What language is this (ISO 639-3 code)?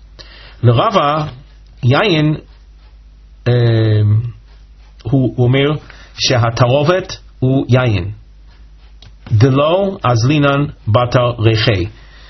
heb